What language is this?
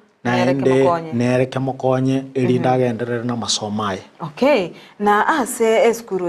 Gusii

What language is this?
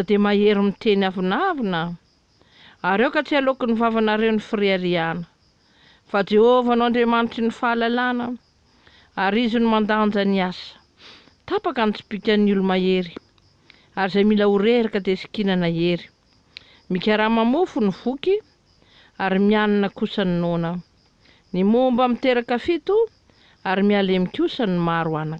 Malagasy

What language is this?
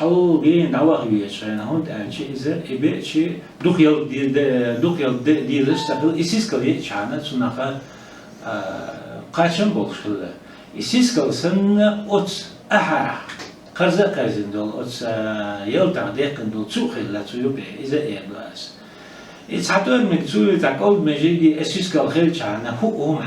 Chechen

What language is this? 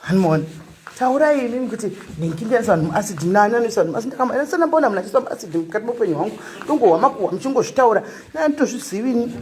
Shona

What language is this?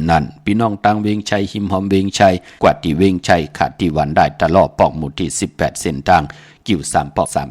Shan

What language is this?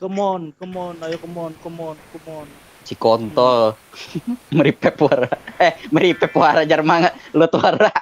Banjar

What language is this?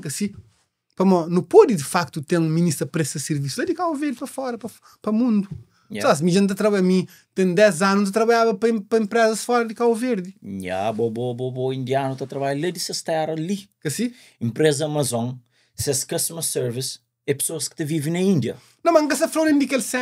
Kabuverdianu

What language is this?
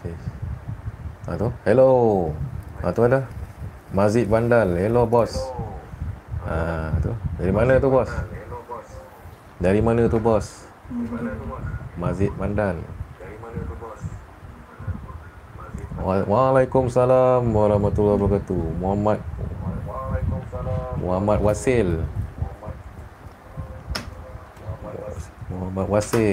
Malay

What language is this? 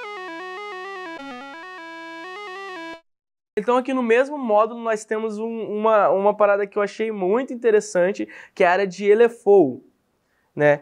Portuguese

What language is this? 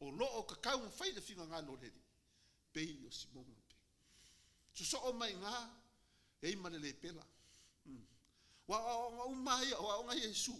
Samoan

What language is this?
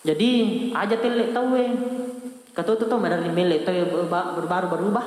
Buginese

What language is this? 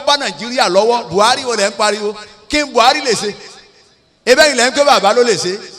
Yoruba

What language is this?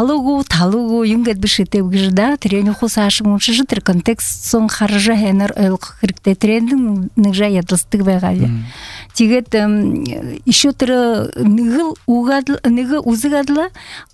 Buriat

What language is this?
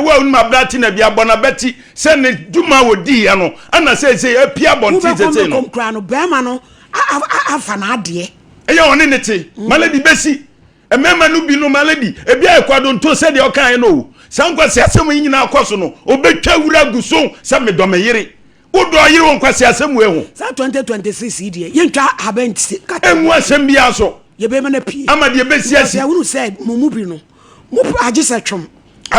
Akan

